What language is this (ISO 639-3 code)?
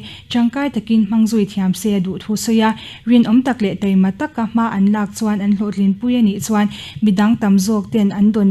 lus